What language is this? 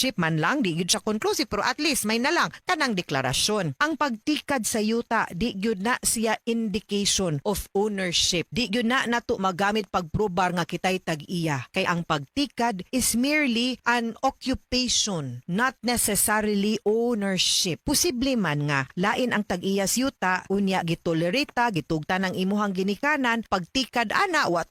Cebuano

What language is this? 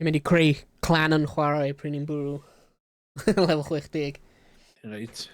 Welsh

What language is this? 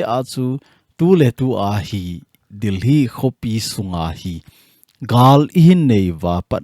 Thado Chin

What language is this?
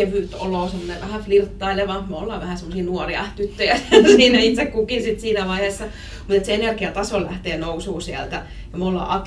Finnish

